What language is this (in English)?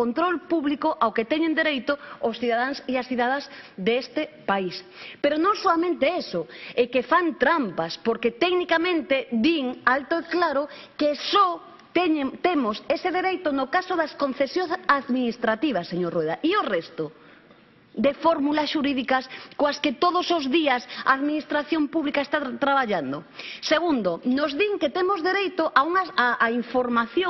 Galician